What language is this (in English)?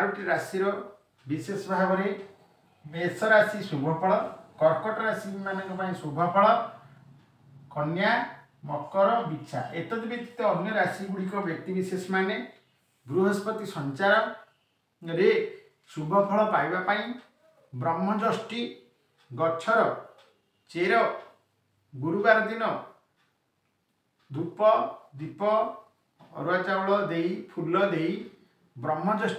Odia